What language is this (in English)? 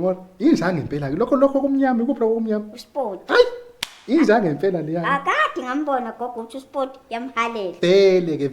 Zulu